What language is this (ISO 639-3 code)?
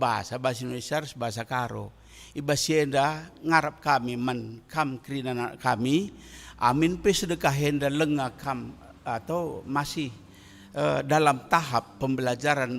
btx